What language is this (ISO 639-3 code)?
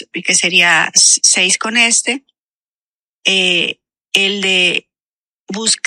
spa